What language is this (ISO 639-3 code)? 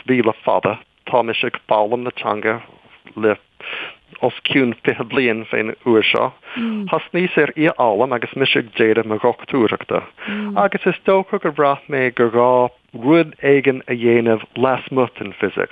gle